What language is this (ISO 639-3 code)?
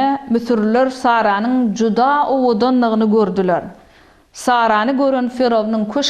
tuk